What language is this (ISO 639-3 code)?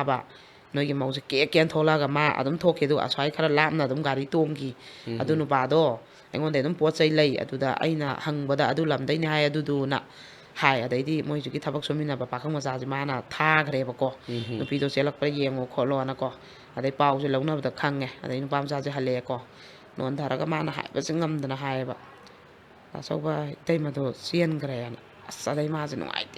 mni